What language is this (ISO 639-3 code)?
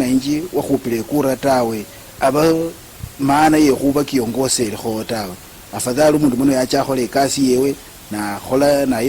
luy